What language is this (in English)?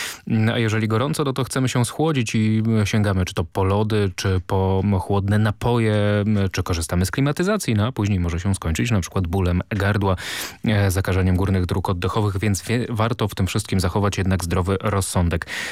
Polish